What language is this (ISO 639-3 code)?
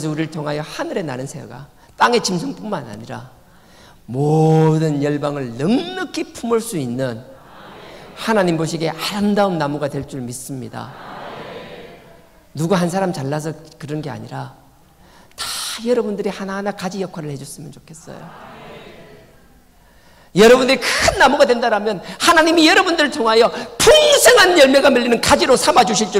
kor